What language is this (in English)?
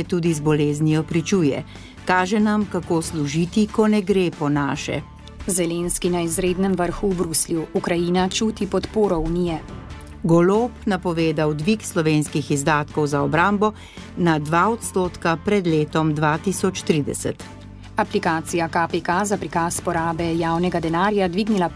Slovenian